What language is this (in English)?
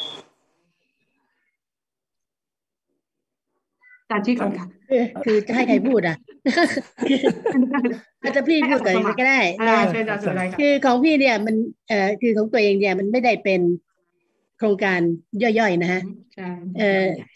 Thai